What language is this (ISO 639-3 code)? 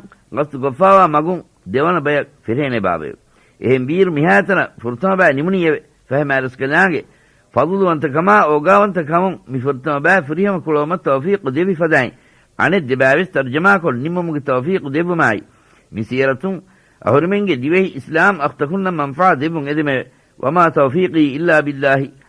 div